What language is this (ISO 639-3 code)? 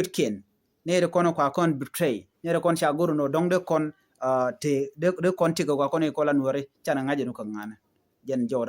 nus